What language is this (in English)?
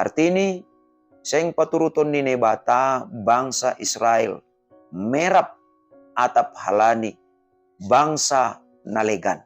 Batak Simalungun